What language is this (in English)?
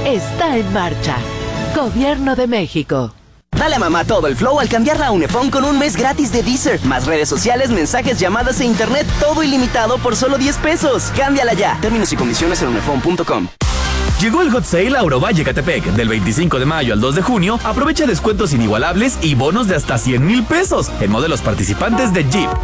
Spanish